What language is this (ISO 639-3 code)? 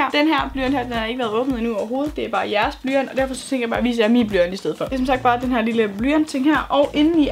dan